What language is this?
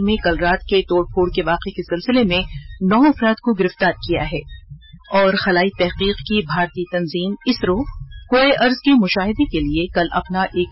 Urdu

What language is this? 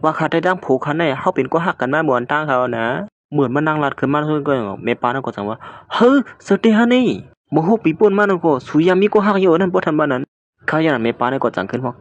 Shan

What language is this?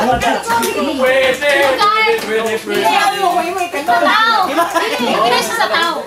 Cebuano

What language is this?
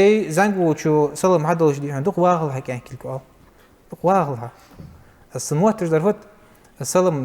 Ingush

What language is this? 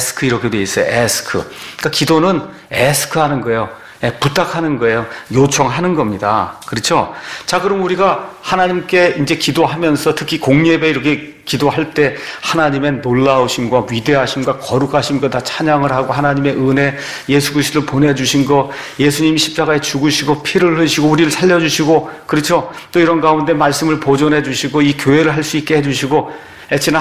Korean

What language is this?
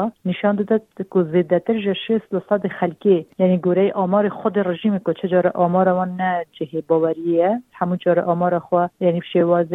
Kurdish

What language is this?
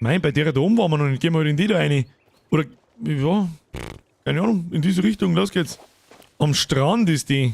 Bavarian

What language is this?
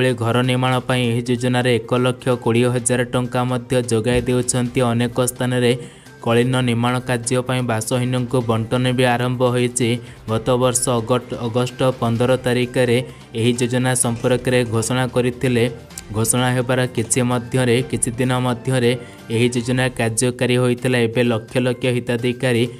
Odia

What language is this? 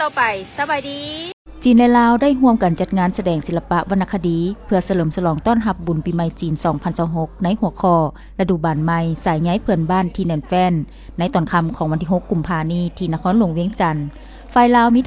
Lao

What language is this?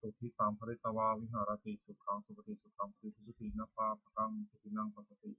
Pali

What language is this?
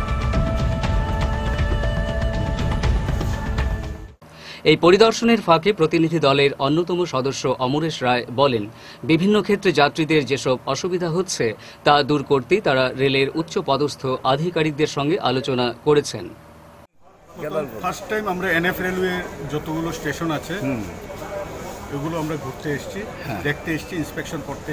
Bangla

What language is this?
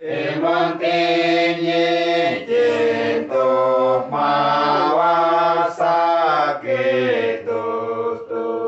Uduk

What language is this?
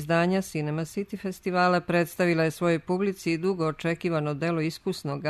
Serbian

